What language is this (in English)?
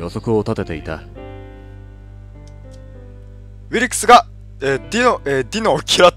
Japanese